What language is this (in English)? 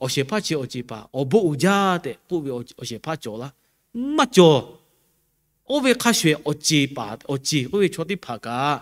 Lahu